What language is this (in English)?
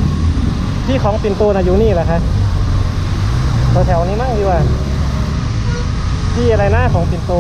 Thai